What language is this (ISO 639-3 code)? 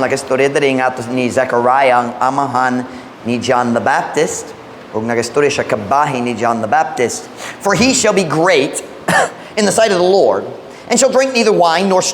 ceb